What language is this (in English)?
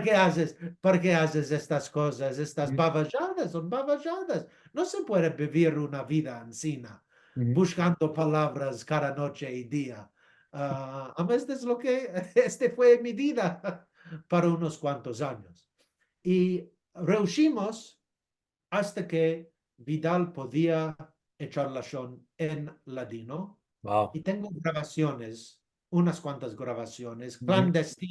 Ladino